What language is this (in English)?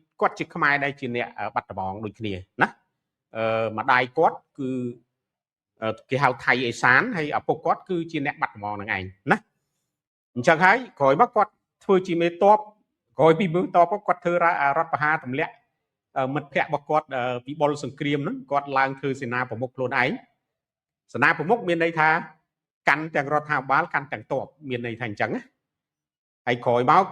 Khmer